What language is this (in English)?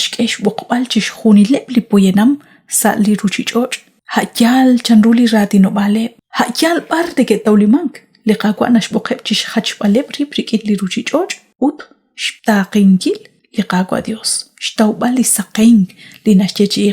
Kekchí